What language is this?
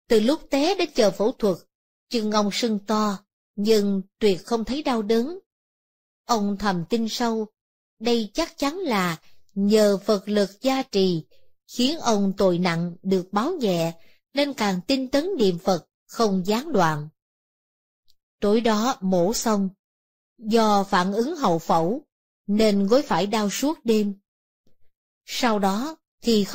Vietnamese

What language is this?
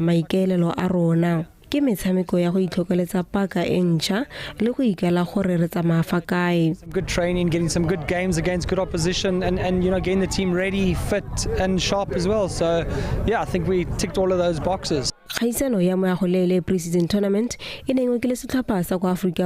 Tswana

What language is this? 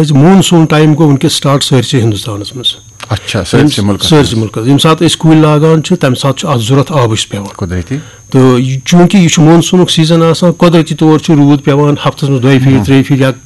Kashmiri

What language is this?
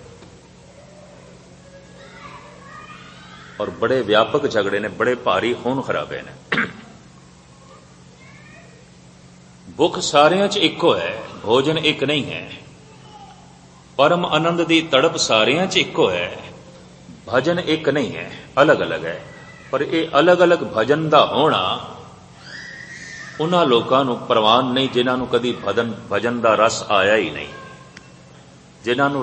Punjabi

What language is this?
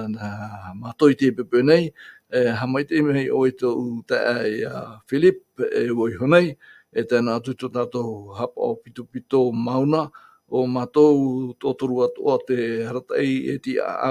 Tahitian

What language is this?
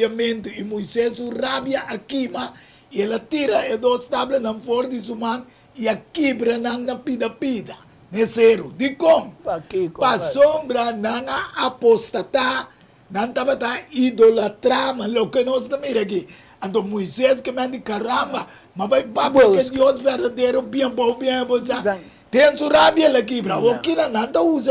Papiamento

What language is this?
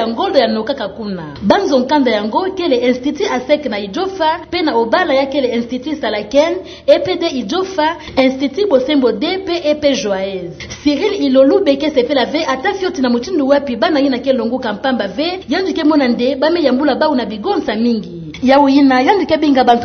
Kituba (Democratic Republic of Congo)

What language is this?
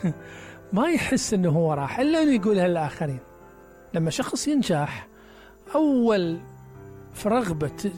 Mesopotamian Arabic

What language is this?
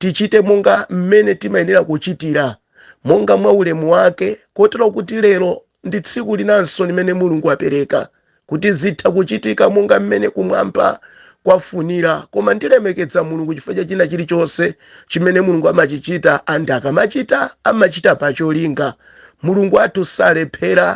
Nyanja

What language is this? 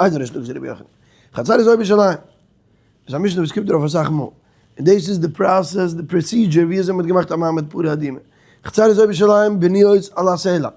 Yiddish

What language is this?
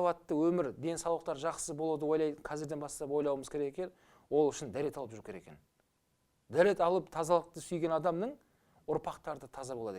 Kazakh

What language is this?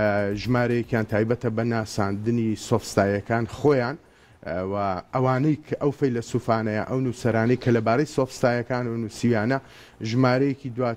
Central Kurdish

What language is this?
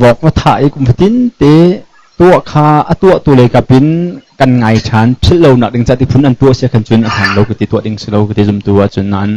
Hakha Chin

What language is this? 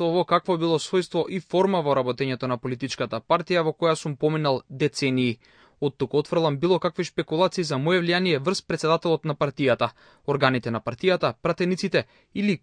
Macedonian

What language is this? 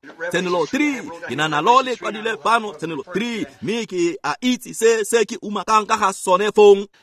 Tswana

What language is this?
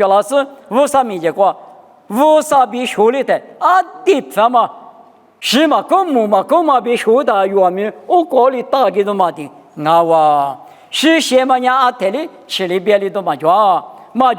Lisu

